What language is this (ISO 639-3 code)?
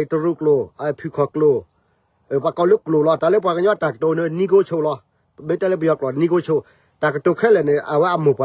ksw